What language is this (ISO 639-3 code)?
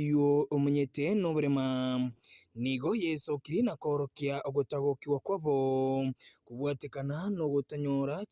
guz